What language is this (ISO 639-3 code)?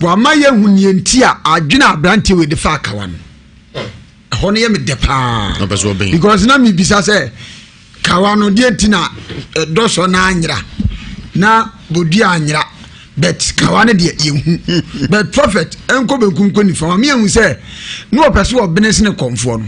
aka